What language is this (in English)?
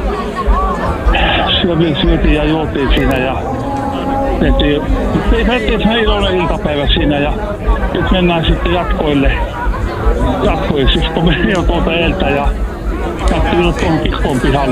Finnish